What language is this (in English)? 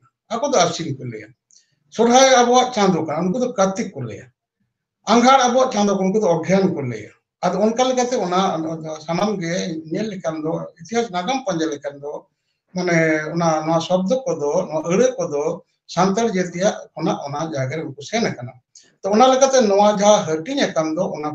Santali